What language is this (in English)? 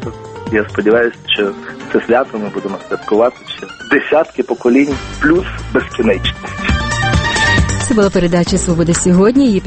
Ukrainian